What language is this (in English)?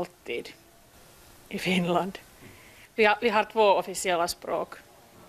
Swedish